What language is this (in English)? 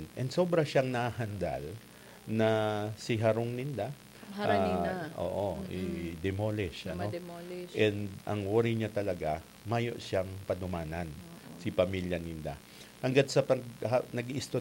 Bikol